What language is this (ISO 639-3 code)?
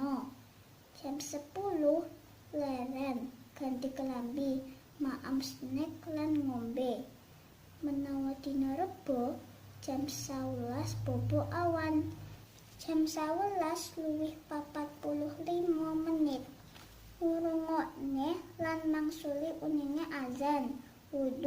jav